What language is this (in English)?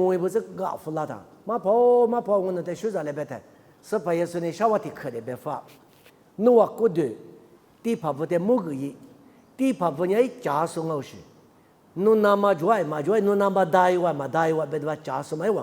Lisu